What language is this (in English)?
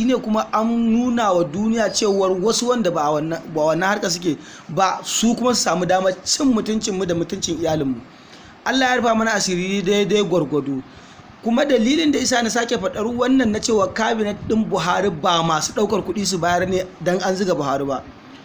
Hausa